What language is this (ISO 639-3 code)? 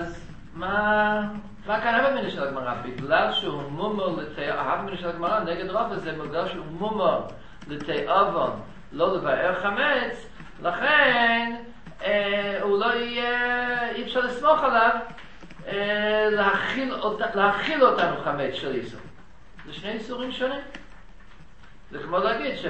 heb